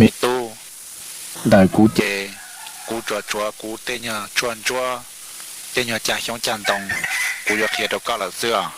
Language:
Hmong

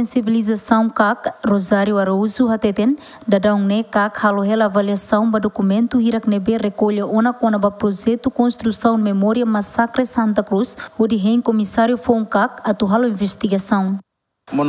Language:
Tetum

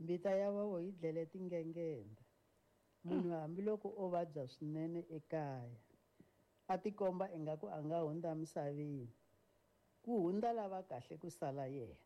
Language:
Tsonga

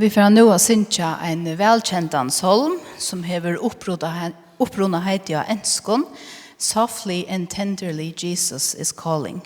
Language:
Faroese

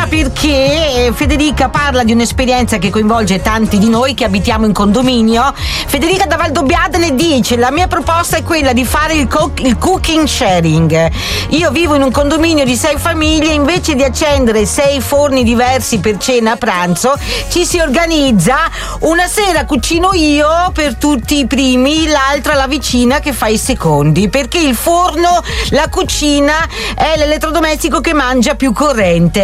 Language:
Italian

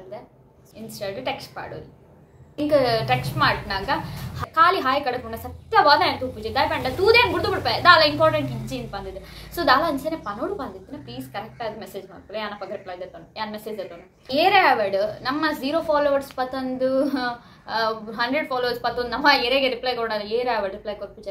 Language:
Tulu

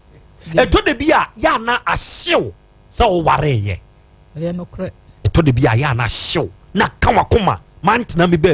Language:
Akan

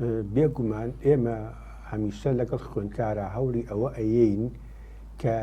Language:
Central Kurdish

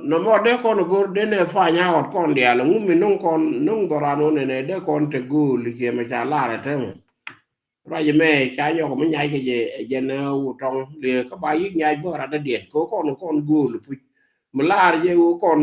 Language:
Nuer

